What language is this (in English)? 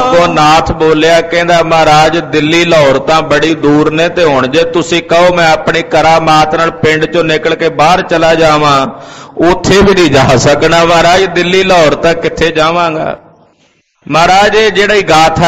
Punjabi